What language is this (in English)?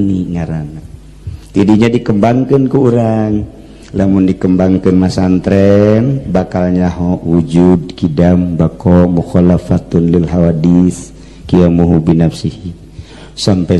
Sundanese